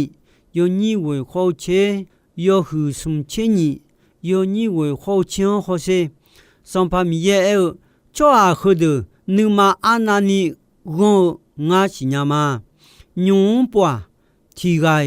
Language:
Akha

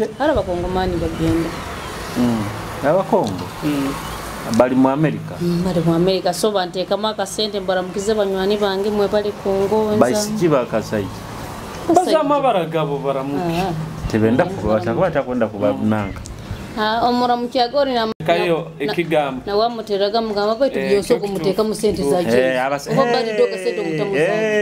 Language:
Nyoro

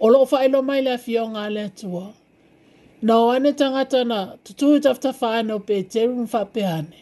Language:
Samoan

